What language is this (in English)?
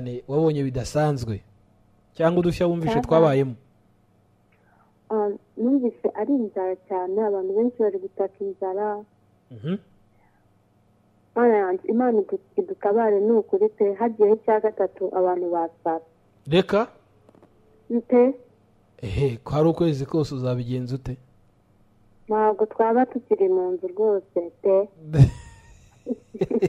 Kinyarwanda